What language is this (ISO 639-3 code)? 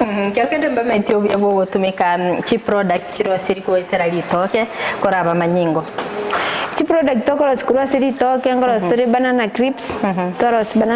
guz